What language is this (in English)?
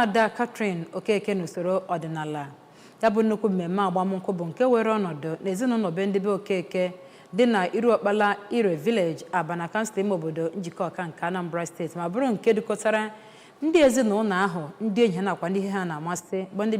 Igbo